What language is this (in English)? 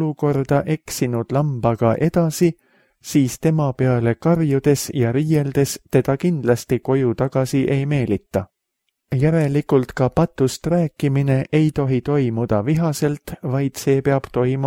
Estonian